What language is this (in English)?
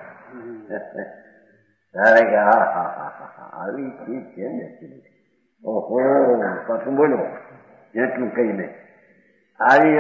Gujarati